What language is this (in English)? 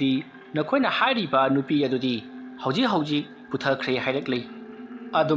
Manipuri